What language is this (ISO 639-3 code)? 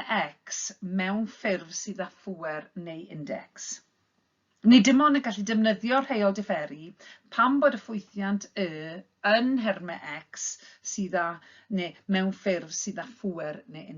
cym